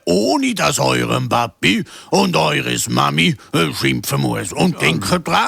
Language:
Swiss German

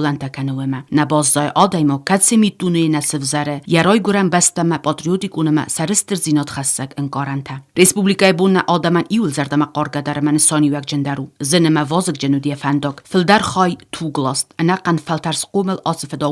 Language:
Ossetic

